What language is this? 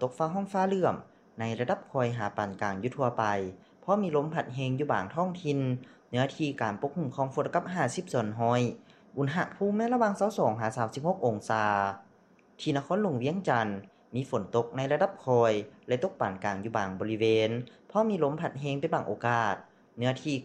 Lao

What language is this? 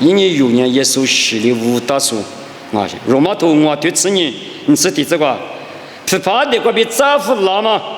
Lisu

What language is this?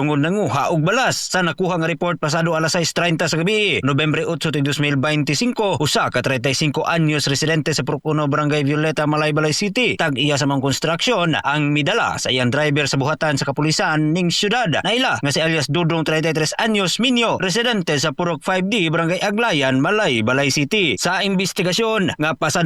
Cebuano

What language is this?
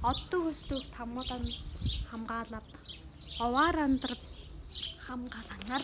Tuvinian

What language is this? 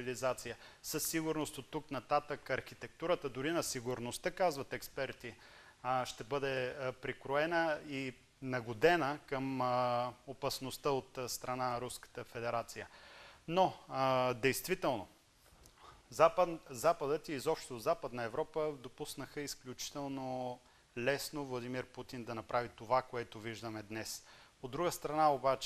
Bulgarian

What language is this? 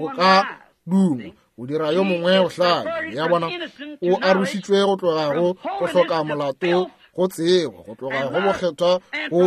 Northern Sotho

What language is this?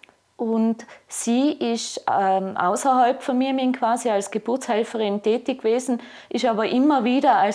German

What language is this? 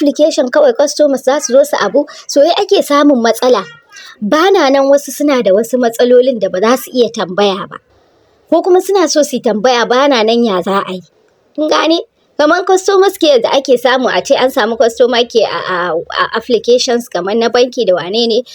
Hausa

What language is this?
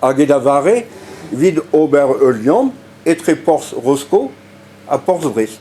Breton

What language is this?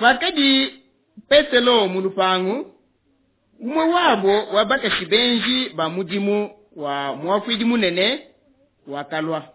Luba-Lulua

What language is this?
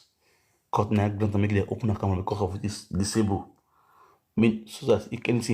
Nigerian Pidgin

